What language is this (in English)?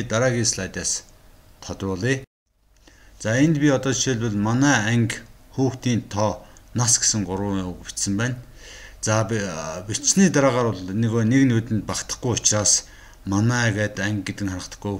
Mongolian